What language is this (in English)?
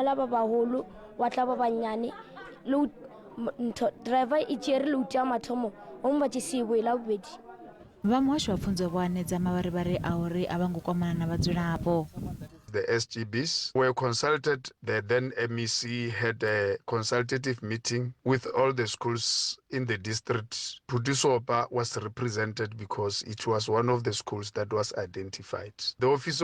Venda